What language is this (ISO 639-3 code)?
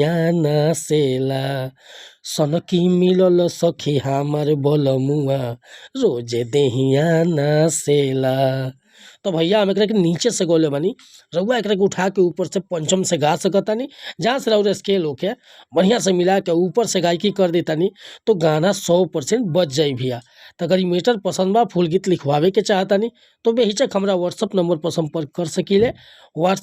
bho